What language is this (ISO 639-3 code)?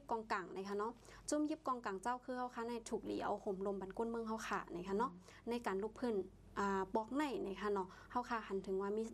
shn